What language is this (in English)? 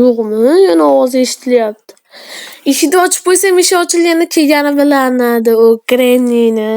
Uzbek